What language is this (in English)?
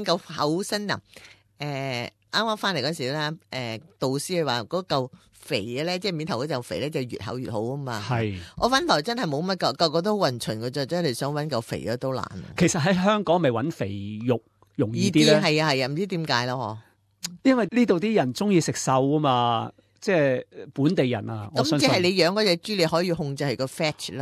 Cantonese